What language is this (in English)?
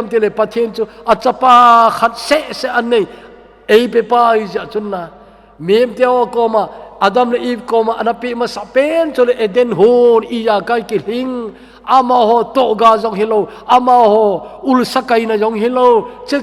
Thado Chin